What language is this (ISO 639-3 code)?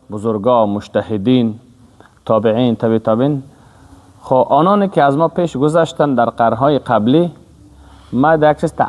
fas